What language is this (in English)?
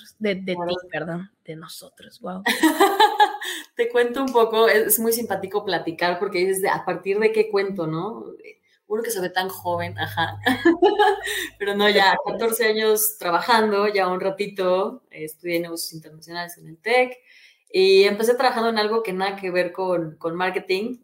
Spanish